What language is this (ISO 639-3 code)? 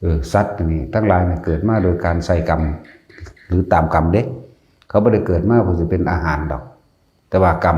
lao